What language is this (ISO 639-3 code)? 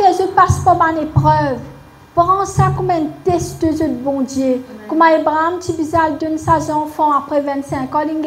mfe